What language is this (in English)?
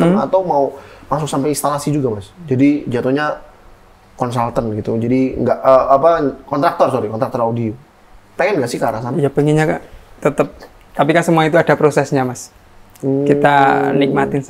Indonesian